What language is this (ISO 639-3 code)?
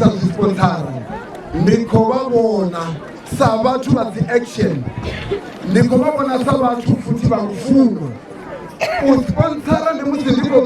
ven